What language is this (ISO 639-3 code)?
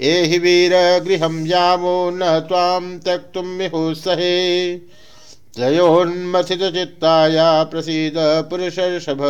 san